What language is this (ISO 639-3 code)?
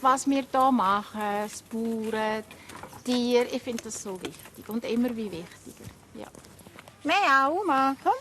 gsw